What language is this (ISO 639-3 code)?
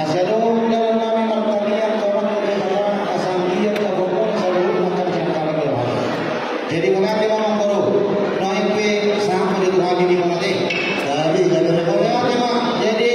bbc